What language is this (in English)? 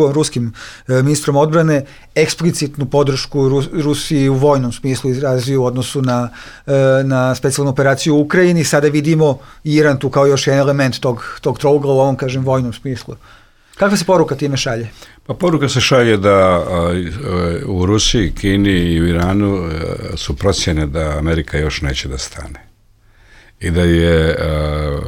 Bosnian